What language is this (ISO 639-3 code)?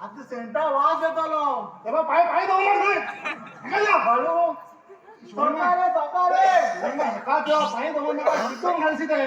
kok